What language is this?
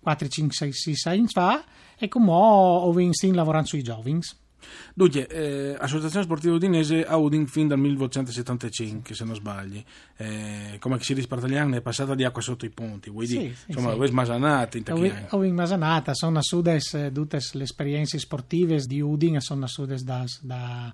Friulian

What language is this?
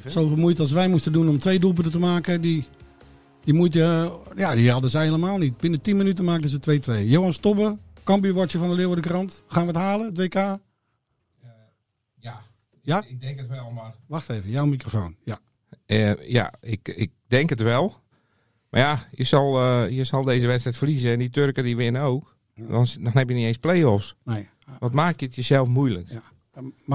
Dutch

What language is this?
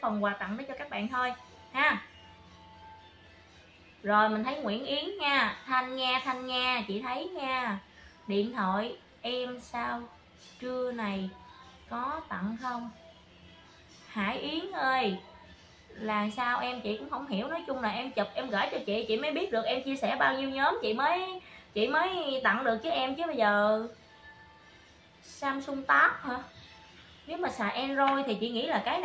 Vietnamese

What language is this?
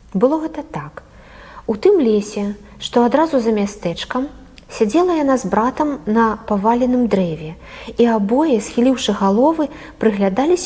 Belarusian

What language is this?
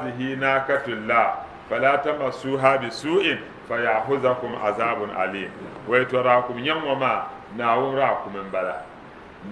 Dagbani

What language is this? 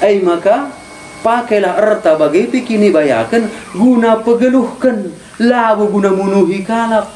Batak Karo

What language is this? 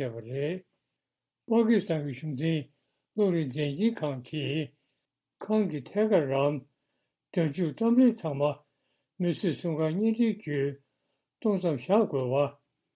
Tibetan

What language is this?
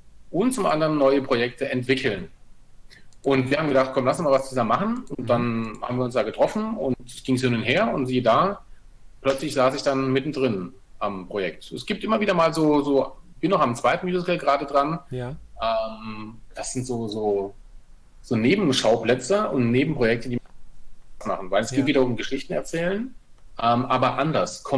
German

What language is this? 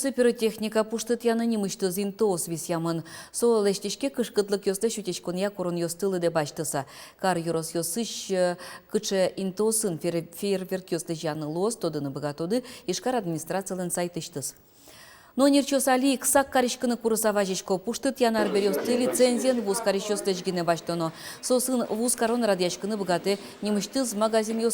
Udmurt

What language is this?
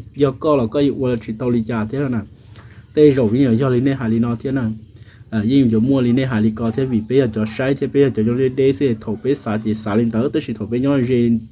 Hmong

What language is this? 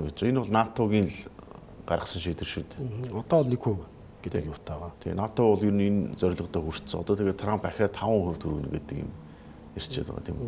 Mongolian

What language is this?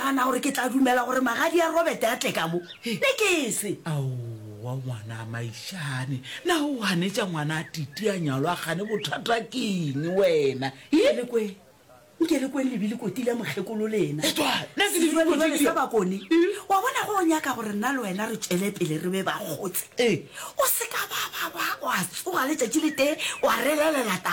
Northern Sotho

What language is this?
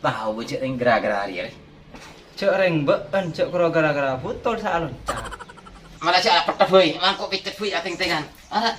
Madurese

